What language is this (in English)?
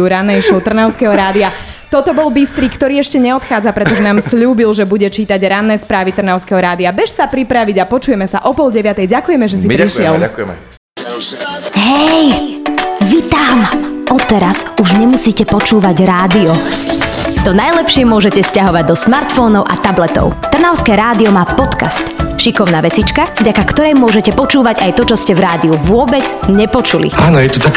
Slovak